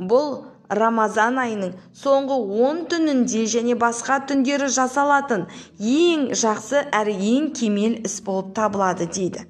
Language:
Kazakh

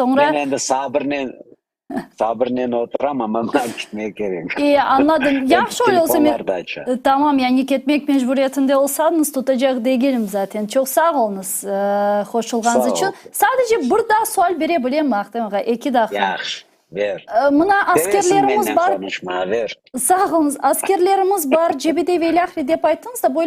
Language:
Crimean Tatar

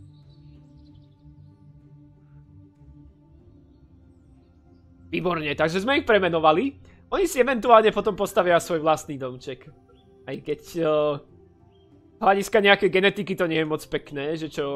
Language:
Slovak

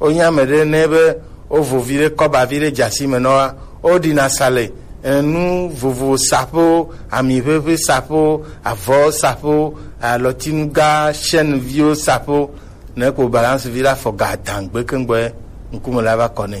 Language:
Gen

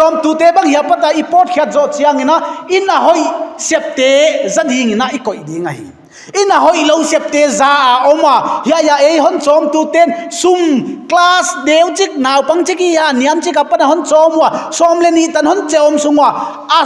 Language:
Paite Chin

